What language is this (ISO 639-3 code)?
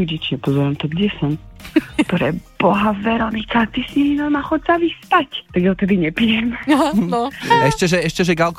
slk